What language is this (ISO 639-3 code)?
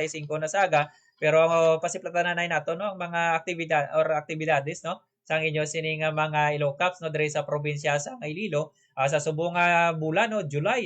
hil